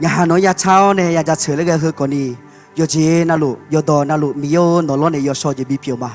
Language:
Akha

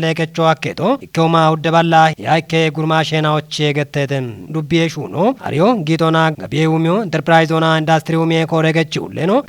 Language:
Kafa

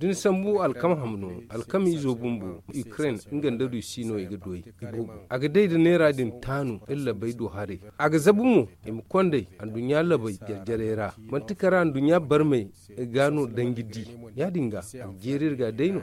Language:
Zarma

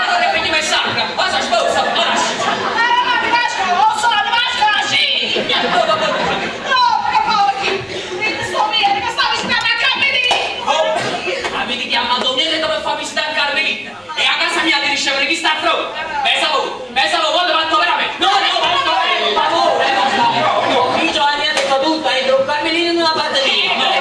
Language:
Neapolitan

